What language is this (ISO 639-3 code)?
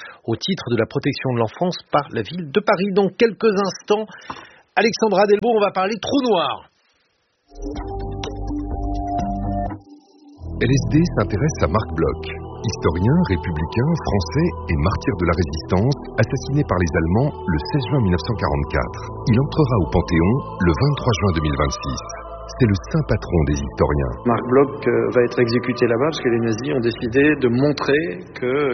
fra